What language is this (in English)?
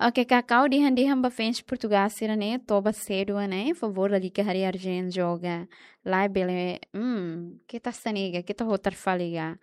Tetum